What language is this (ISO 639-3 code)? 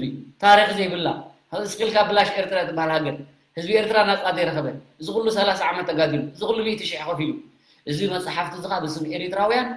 tir